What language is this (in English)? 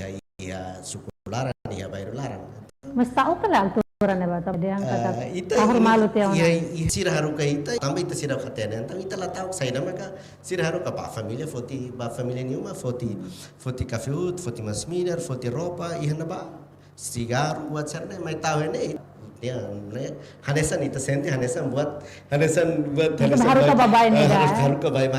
Tetum